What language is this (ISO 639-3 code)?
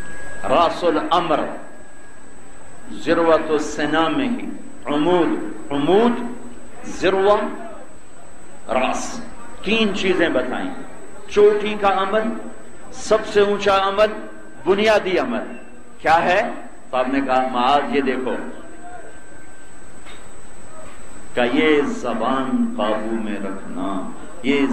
urd